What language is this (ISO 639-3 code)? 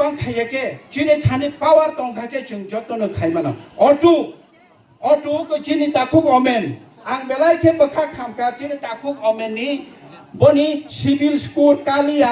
trp